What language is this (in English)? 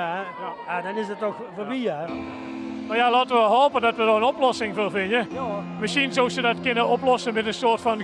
Limburgish